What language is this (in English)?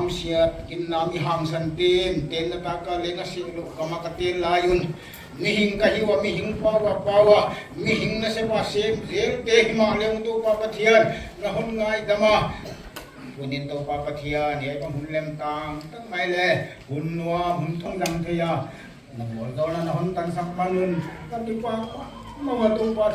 Paite Chin